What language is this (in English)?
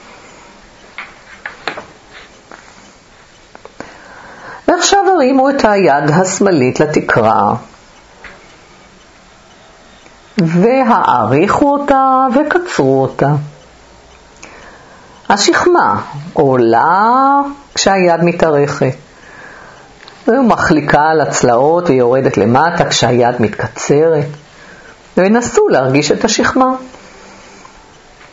Hebrew